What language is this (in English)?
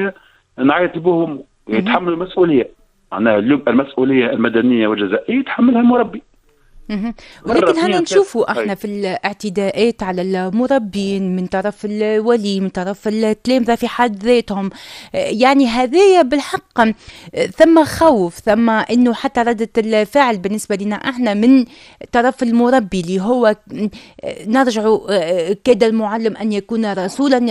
Tunisian Arabic